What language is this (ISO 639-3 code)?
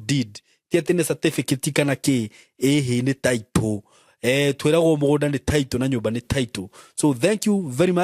kik